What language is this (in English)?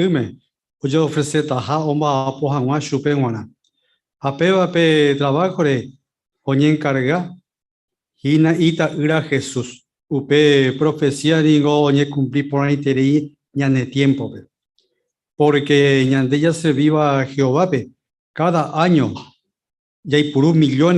Guarani